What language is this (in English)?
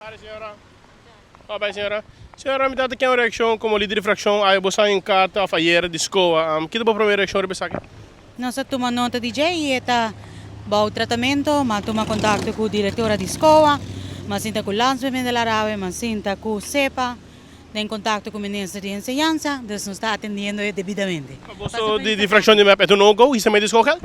Papiamento